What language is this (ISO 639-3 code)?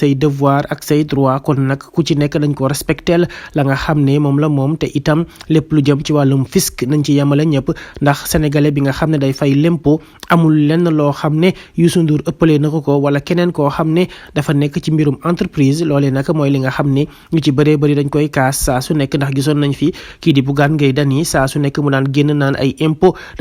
wol